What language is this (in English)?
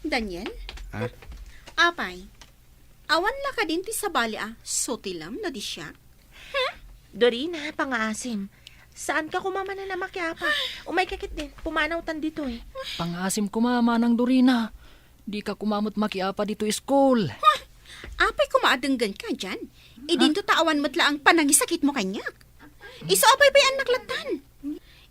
Iloko